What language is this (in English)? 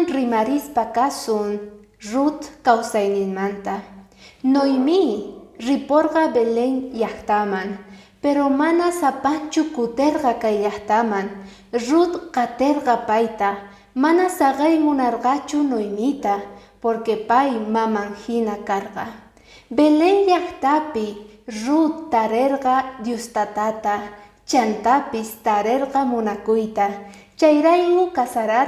Quechua